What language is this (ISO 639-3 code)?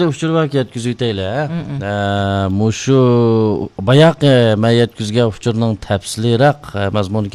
uig